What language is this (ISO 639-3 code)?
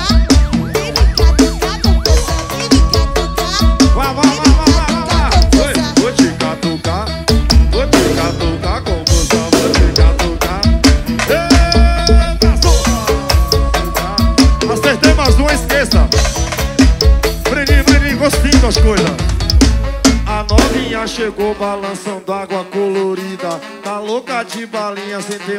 por